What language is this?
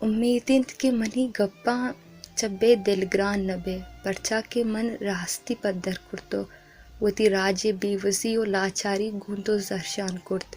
Baluchi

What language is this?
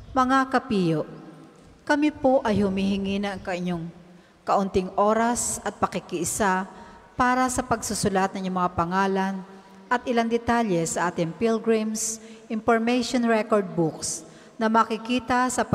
Filipino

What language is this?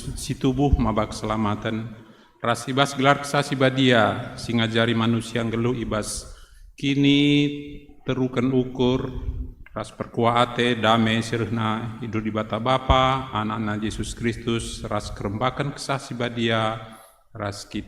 Batak Karo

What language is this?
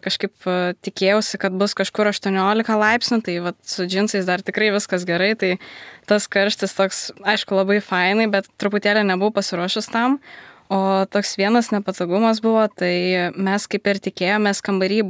Lithuanian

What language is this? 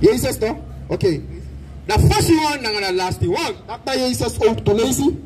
Sranan Tongo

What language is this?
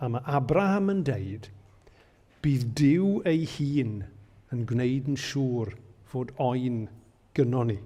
Welsh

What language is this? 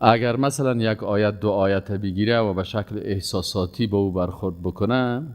Persian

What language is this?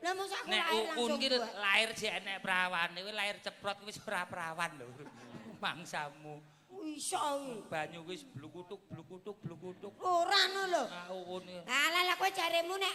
Javanese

